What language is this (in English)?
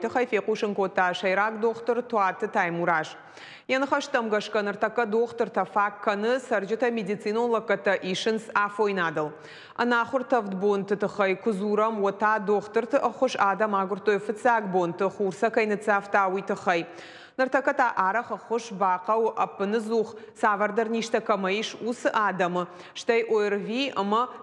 Ossetic